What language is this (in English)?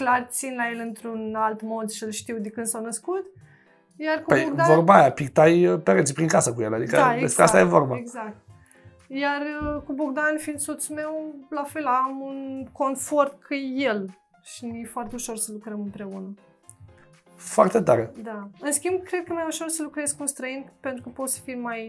Romanian